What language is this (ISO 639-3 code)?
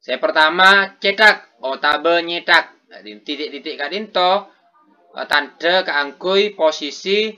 mad